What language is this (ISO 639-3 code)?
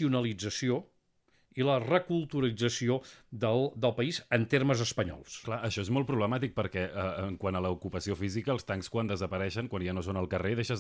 cat